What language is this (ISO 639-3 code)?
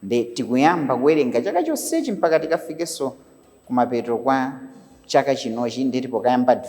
nya